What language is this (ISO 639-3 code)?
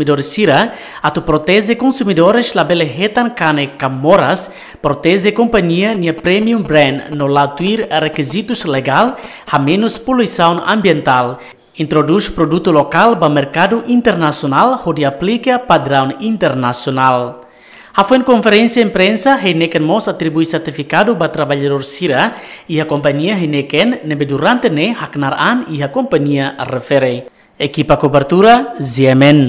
tet